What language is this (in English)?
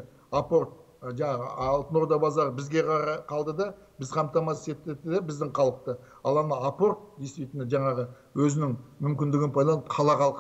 Kazakh